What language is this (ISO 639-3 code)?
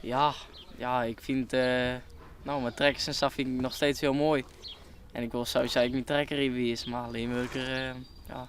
fry